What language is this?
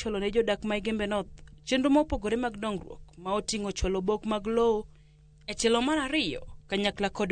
Luo (Kenya and Tanzania)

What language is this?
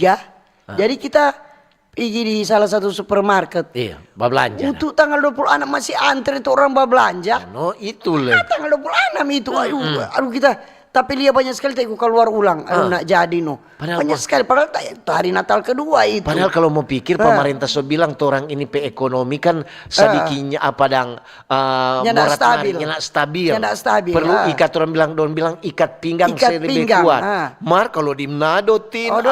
Manado Malay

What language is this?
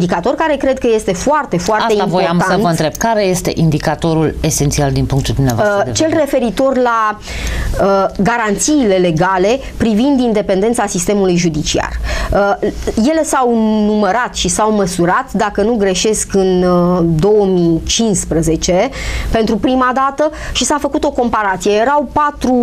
Romanian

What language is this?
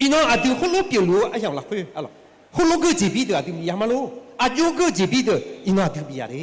Akha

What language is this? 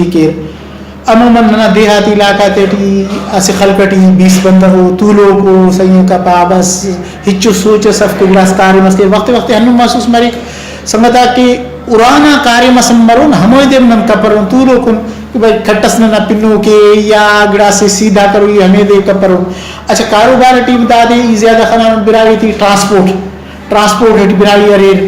Brahui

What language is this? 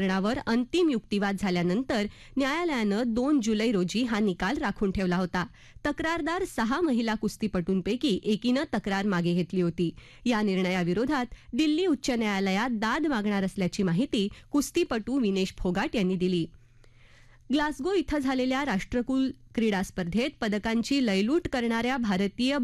Marathi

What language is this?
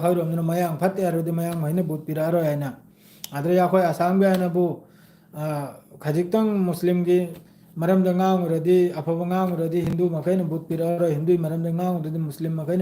Manipuri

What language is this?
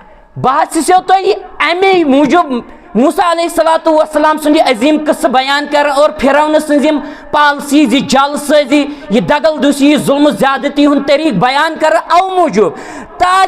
Kashmiri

